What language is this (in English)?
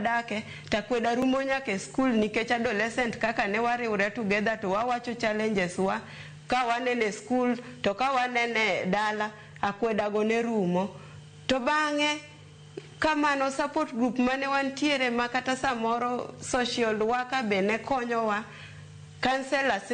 Luo (Kenya and Tanzania)